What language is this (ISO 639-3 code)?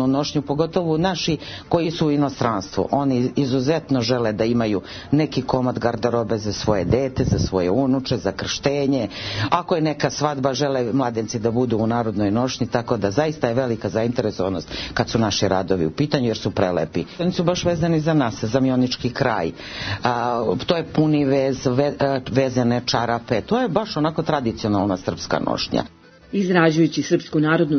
srp